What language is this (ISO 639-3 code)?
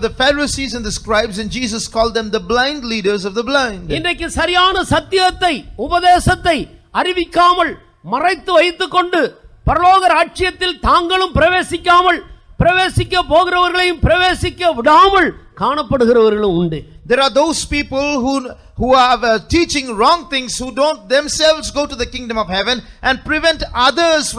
tam